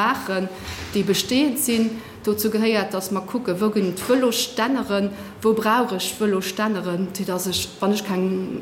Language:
Luxembourgish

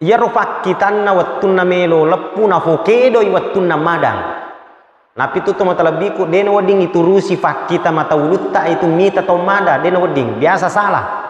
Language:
Buginese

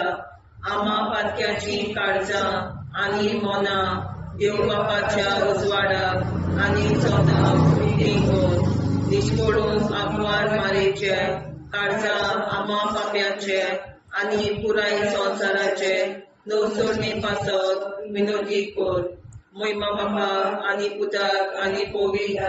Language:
Konkani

